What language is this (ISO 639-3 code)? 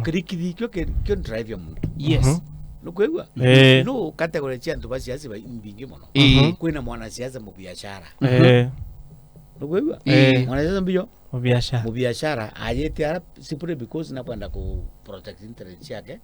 mer